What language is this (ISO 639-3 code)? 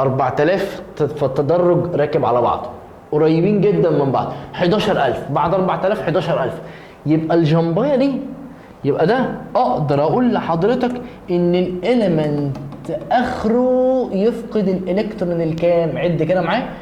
arz